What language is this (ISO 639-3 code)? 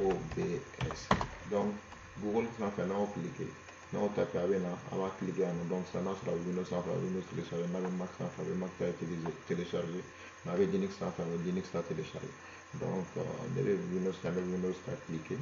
bam